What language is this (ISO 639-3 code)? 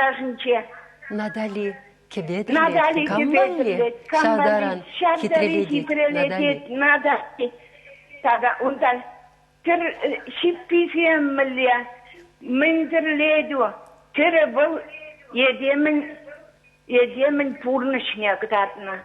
chv